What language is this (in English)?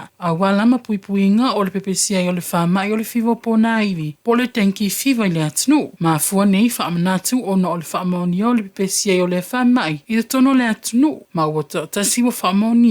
Samoan